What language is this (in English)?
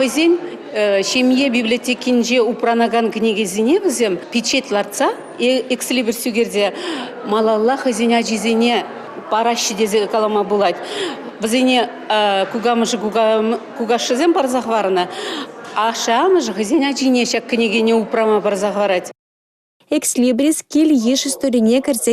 Chuvash